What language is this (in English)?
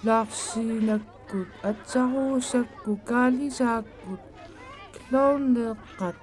Kalaallisut